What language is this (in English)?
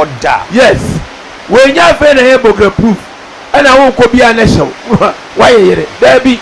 Akan